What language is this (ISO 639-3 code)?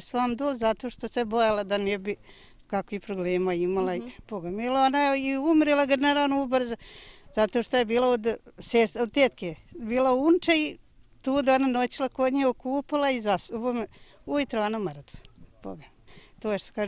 bos